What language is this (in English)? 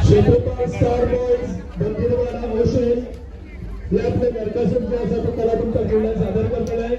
Konkani